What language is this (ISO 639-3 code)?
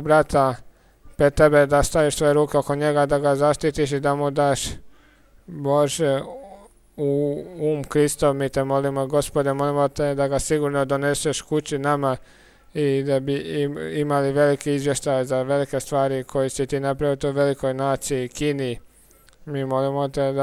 hrv